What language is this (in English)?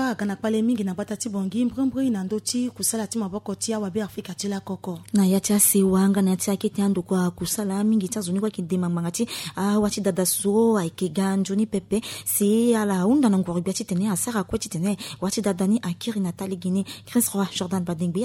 Sango